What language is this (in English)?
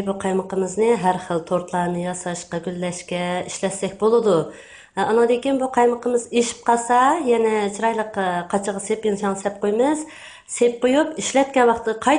Uyghur